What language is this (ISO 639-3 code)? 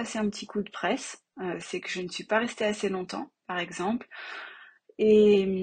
fra